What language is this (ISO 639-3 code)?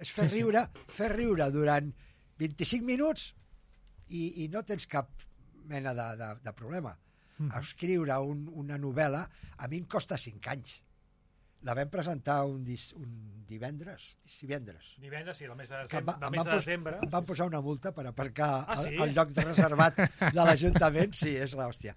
cat